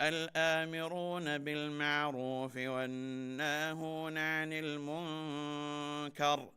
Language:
Divehi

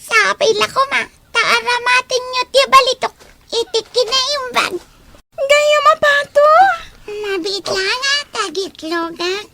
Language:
Iloko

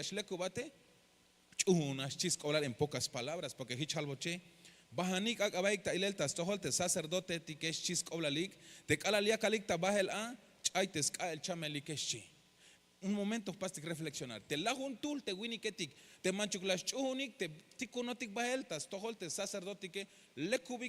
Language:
Tzeltal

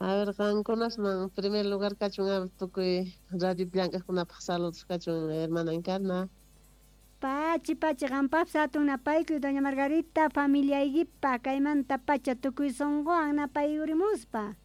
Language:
South Bolivian Quechua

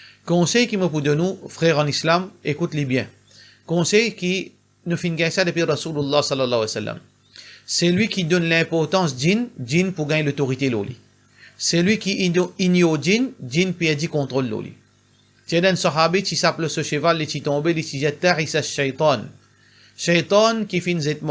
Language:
Morisyen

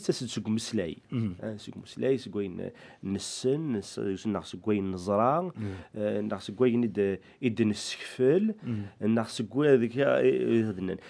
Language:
Kabyle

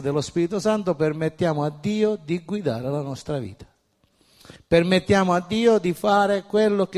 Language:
Italian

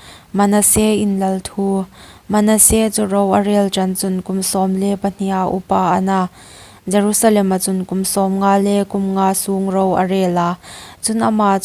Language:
Hmar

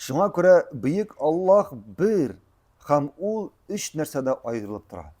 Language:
Tatar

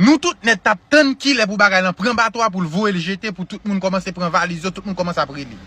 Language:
Haitian Creole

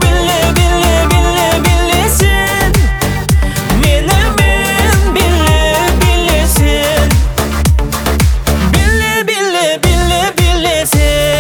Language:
Kazakh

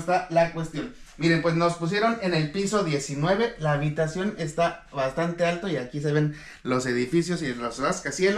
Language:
Spanish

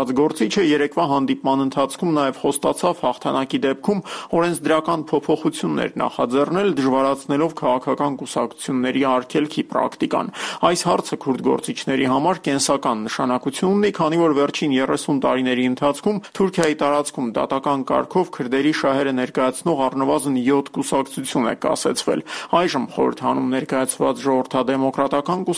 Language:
Armenian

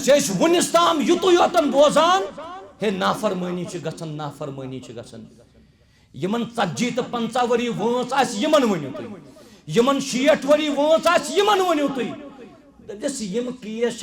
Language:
Kashmiri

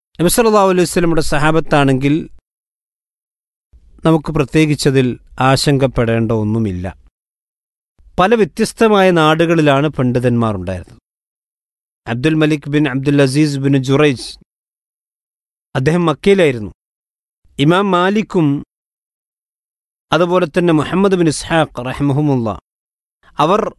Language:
Malayalam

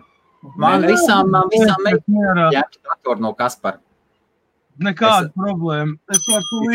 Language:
Latvian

